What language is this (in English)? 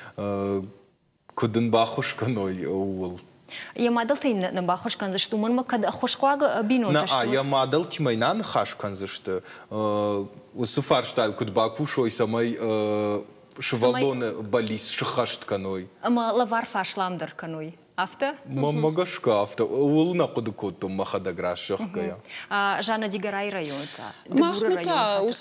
Ossetic